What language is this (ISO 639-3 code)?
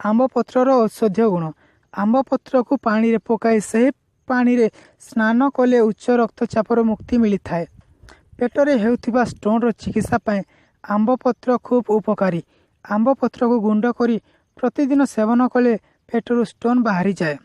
ori